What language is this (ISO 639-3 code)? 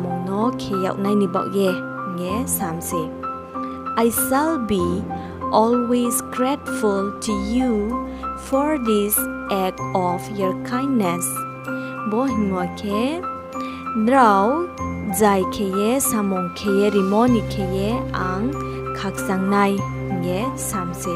ria